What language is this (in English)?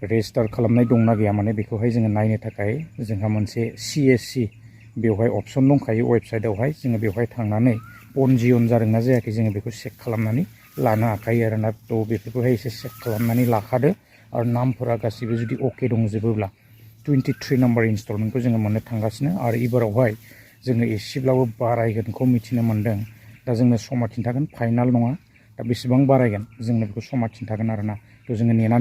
Bodo